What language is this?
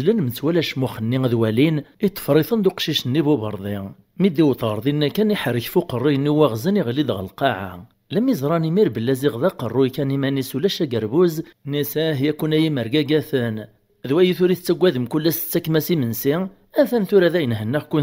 Kabyle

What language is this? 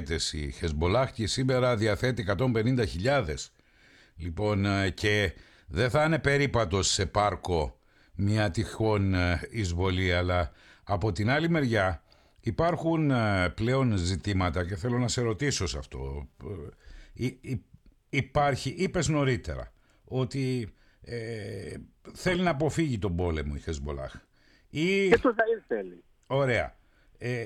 Greek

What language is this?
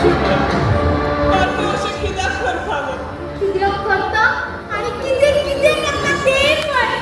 Konkani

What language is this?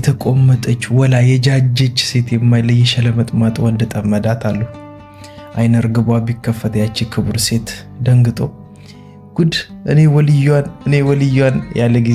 Amharic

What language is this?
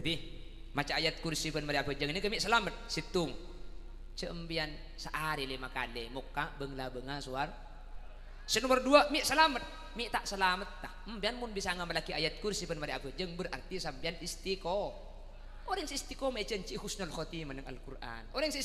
Madurese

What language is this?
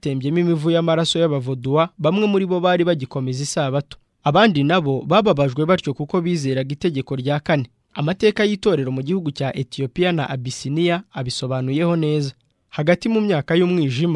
Kinyarwanda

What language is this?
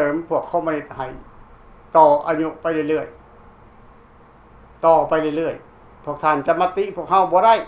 Lao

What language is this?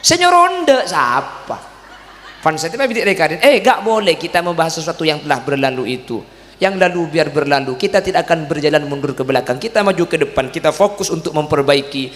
Madurese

